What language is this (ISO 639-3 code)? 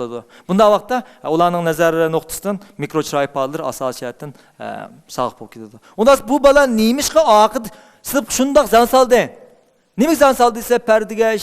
uig